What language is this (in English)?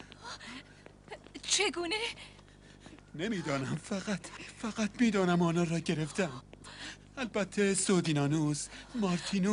Persian